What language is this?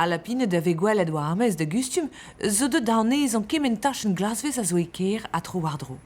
Breton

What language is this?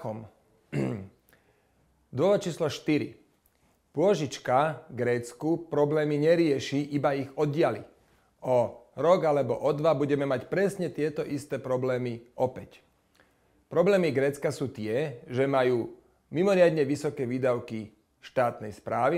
Slovak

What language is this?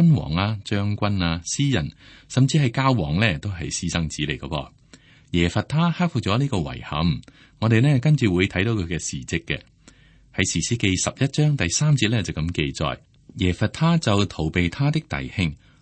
Cantonese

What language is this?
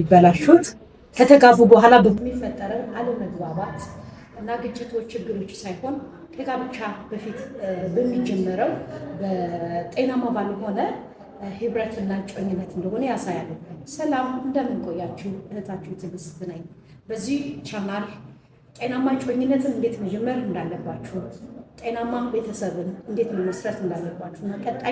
Amharic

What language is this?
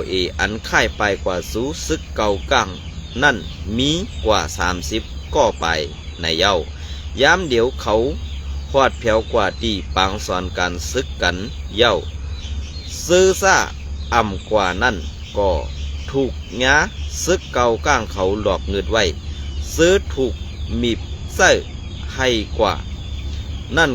Shan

